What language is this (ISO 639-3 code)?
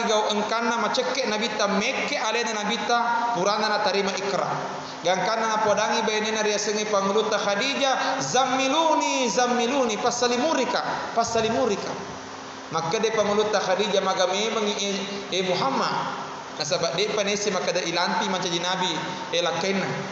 bug